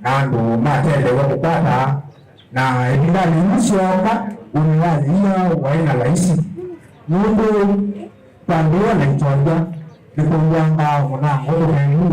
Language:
Kamba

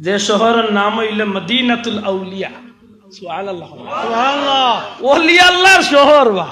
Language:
Sylheti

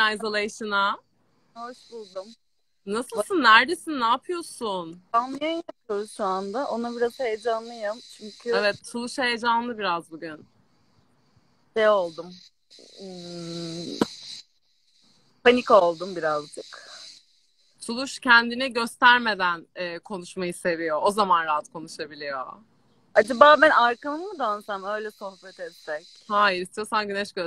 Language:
Turkish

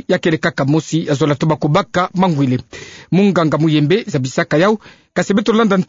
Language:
Kituba (Democratic Republic of Congo)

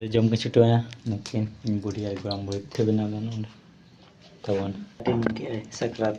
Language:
Santali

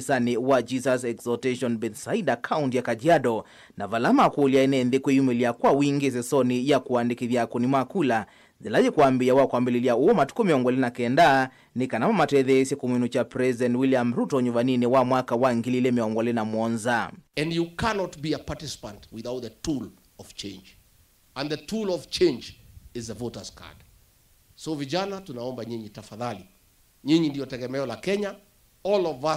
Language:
Kamba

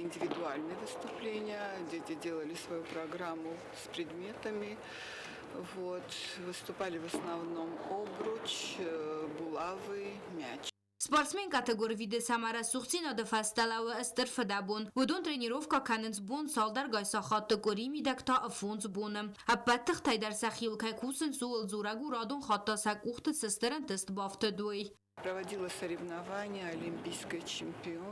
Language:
Ossetic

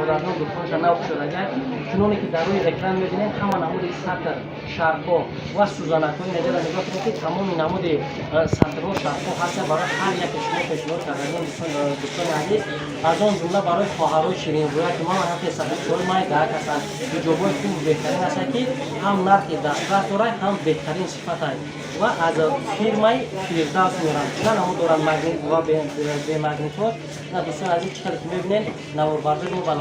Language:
Tajik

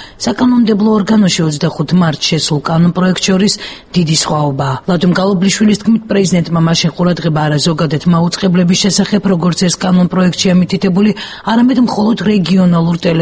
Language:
Georgian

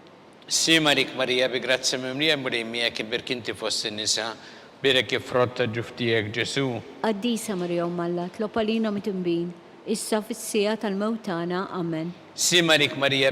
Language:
Maltese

